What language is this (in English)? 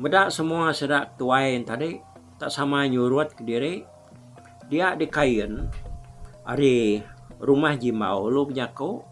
Iban